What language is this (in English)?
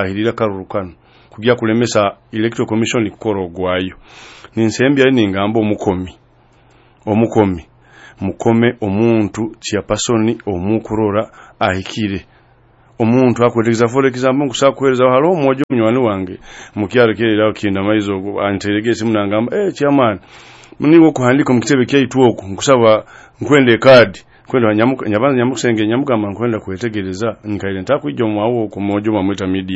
Nyoro